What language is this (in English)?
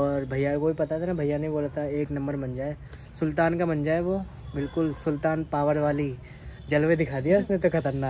Hindi